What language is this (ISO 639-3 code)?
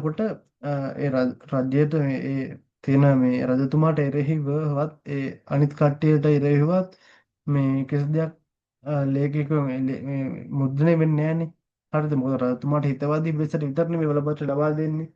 sin